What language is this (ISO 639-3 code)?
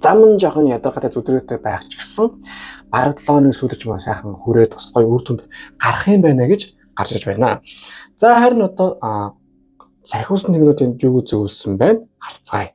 mon